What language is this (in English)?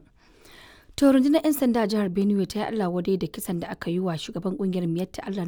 Hausa